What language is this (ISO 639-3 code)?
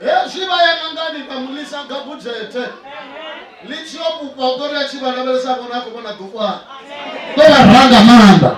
ven